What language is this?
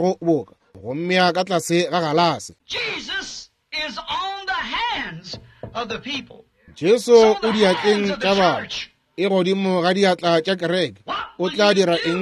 Northern Sotho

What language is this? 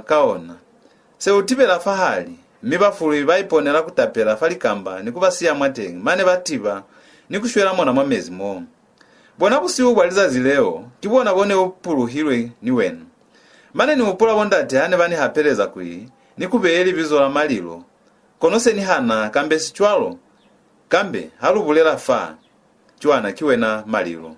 Lozi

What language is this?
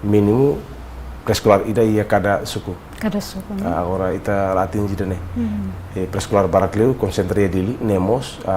Tetum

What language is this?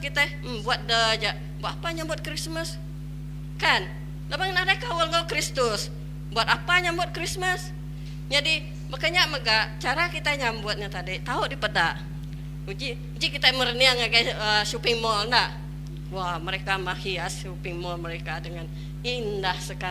Iban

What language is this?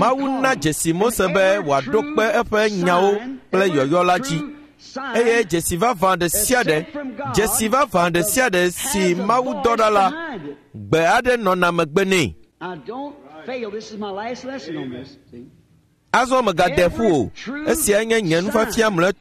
Ewe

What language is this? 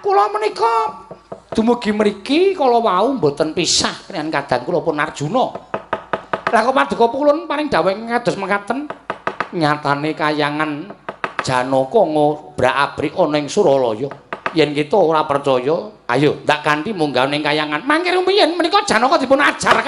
Javanese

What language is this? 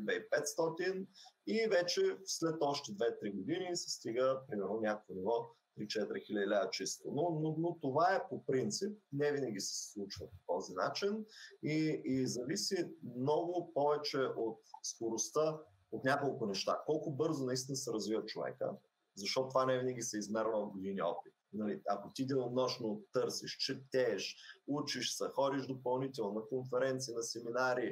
Bulgarian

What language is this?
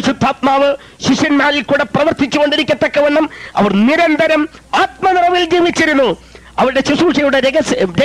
Malayalam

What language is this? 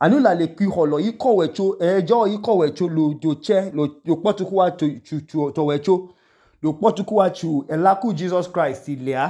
Idoma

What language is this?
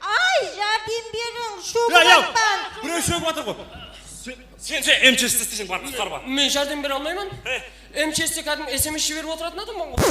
Kara-Kalpak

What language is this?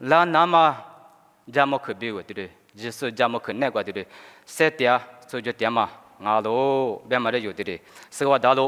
Lisu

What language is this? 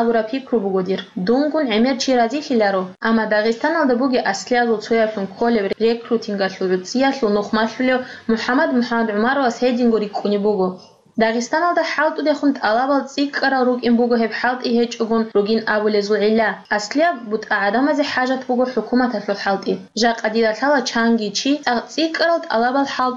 Avaric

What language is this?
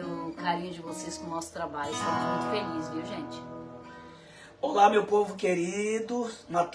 Portuguese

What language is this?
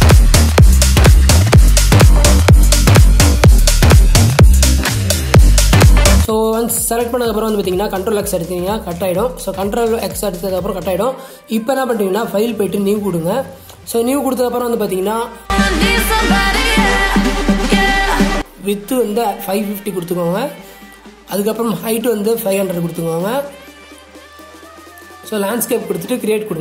Tamil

